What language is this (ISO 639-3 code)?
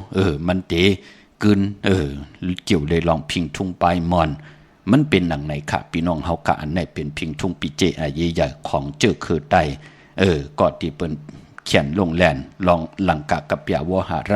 shn